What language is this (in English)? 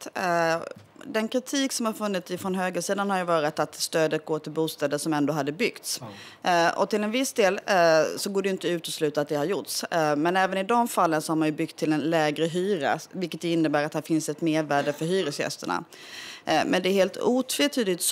Swedish